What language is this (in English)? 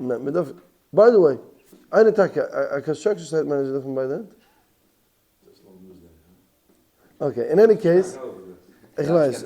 Yiddish